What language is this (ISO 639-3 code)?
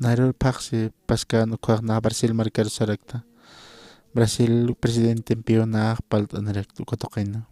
aym